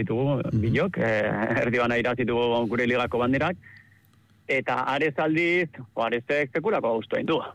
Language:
Basque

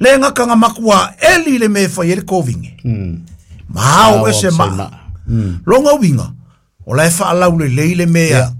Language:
Samoan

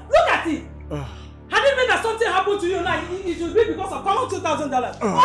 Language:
Nigerian Pidgin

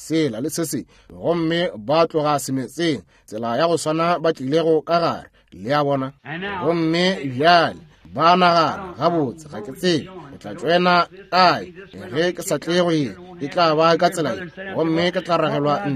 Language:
Northern Sotho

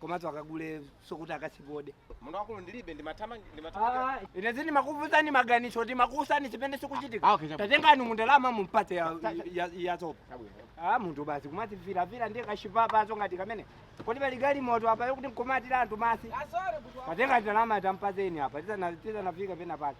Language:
Nyanja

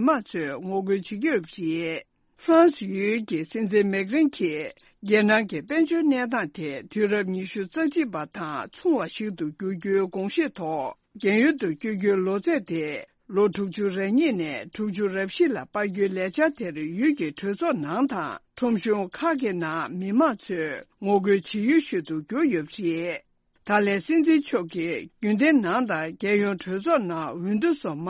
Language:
Tibetan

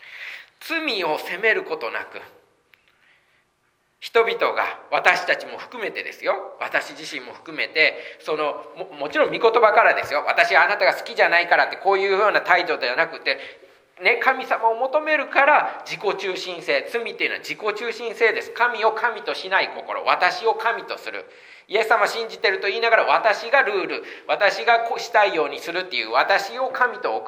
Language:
Japanese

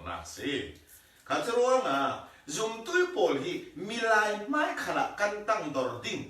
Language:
Falam Chin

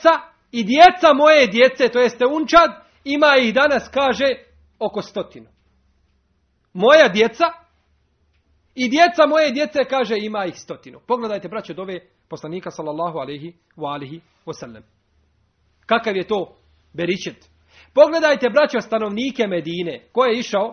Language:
Bosnian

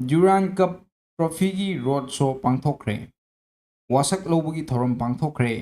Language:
Manipuri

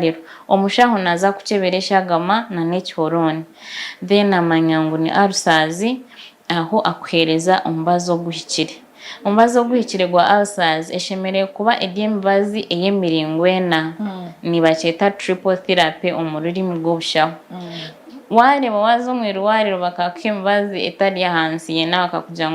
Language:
Nyankole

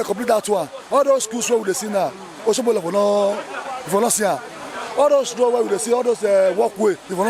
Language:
Nigerian Pidgin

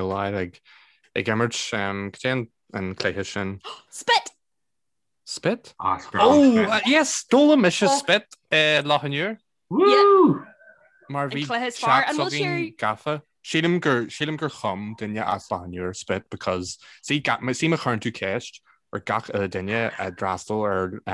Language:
Irish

